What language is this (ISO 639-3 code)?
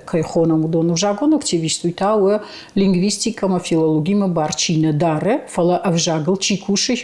oss